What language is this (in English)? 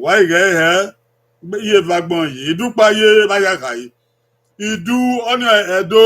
Bini